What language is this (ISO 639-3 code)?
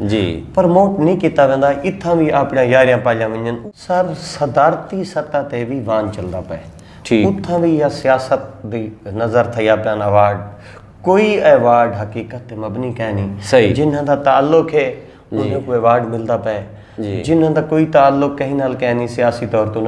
skr